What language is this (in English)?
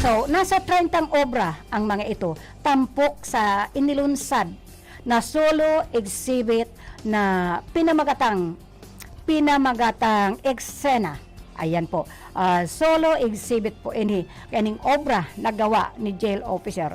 Bikol